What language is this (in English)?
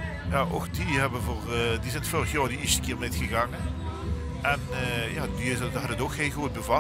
Limburgish